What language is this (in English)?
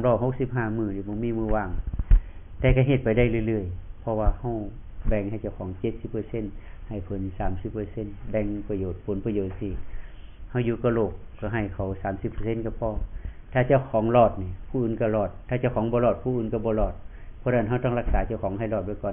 Northeastern Thai